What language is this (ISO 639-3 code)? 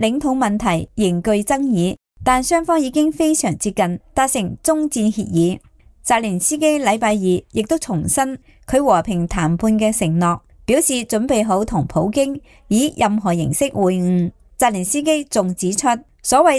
yue